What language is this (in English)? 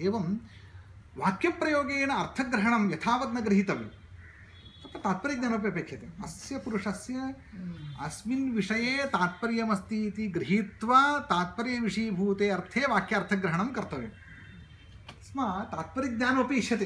Sanskrit